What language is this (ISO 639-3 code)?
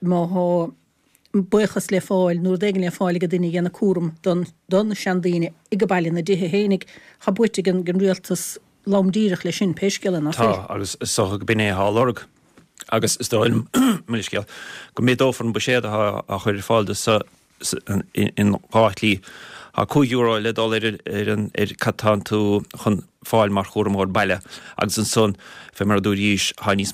gle